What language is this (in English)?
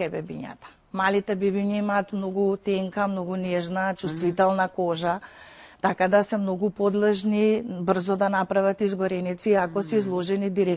Macedonian